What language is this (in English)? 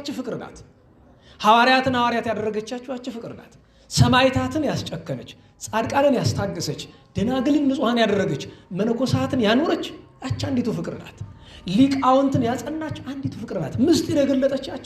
Amharic